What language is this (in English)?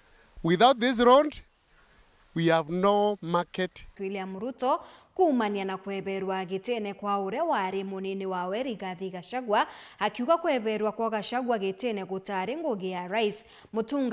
Meru